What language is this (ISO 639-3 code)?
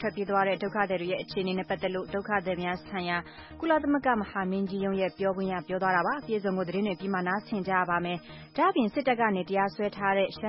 mya